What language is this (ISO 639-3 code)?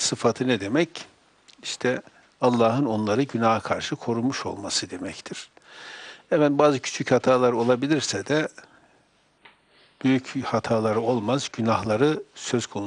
tur